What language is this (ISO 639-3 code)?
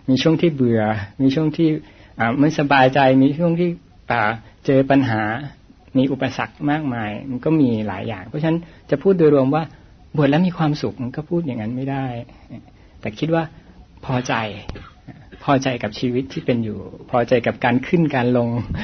tha